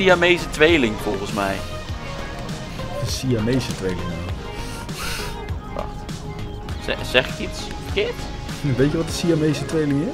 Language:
Dutch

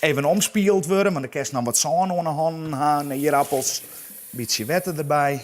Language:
Western Frisian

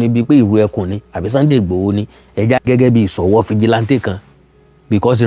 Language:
Yoruba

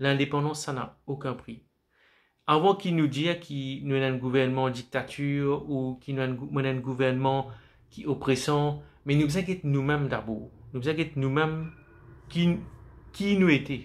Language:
Morisyen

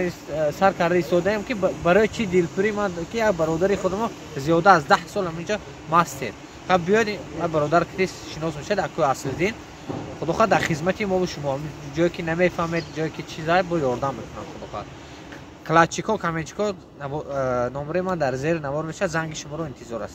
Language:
Tajik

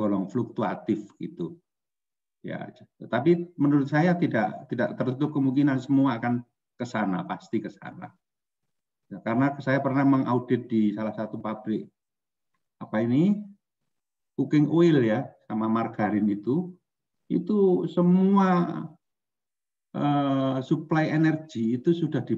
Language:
Indonesian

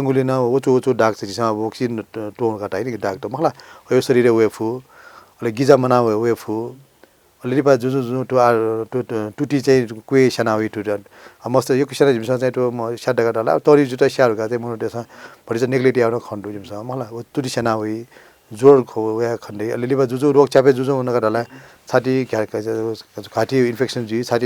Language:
Newari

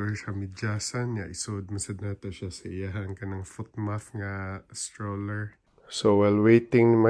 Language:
Cebuano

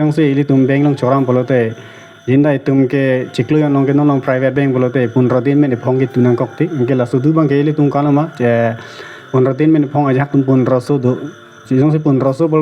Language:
Karbi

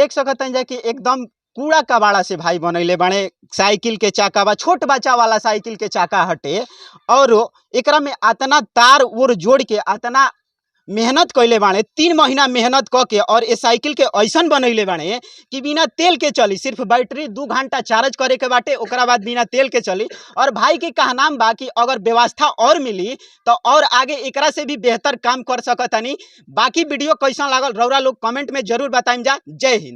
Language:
Bhojpuri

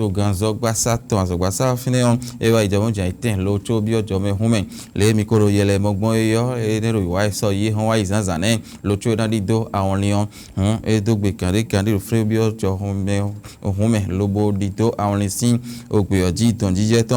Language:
Fon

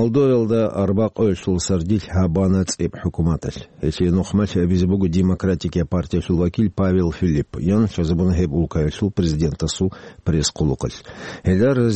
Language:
Avaric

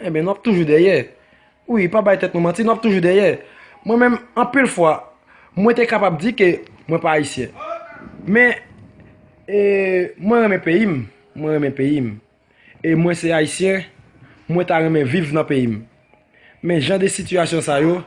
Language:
Haitian Creole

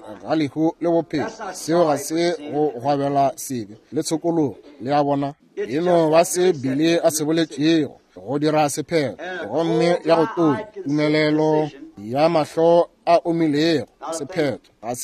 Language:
Northern Sotho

